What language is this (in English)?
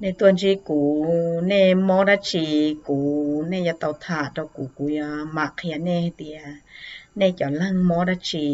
Hmong